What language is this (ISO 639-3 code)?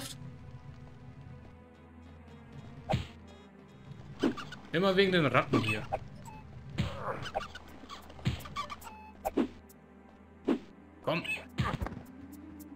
deu